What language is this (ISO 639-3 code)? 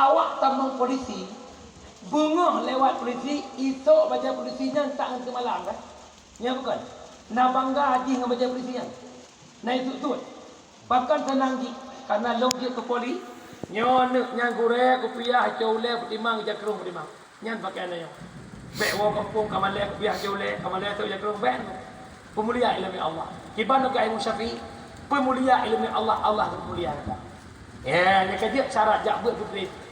ace